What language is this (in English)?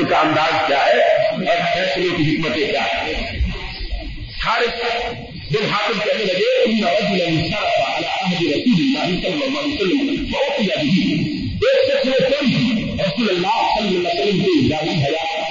Urdu